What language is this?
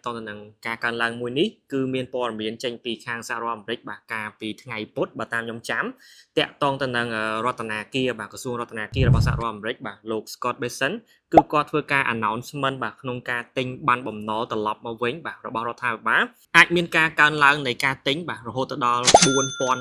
Khmer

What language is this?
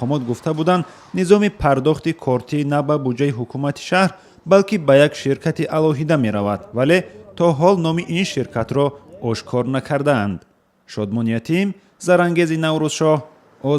Tajik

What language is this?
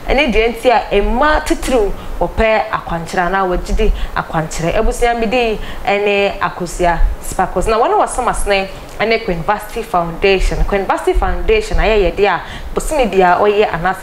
Akan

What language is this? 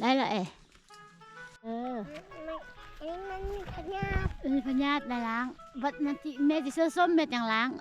Lao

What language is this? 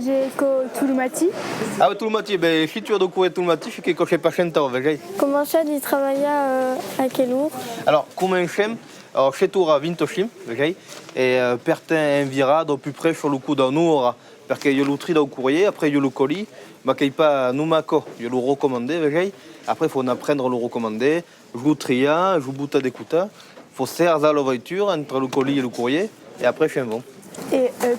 Occitan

